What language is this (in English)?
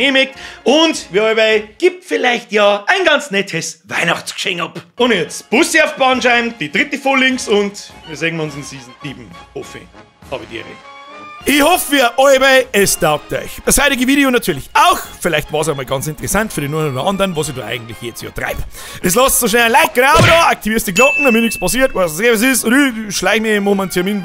Bavarian